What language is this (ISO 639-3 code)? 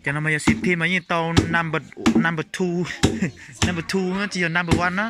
hmn